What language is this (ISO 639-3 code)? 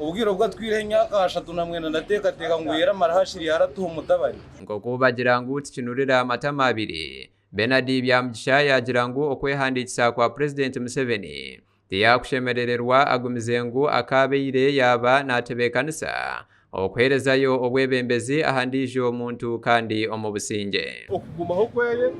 nyn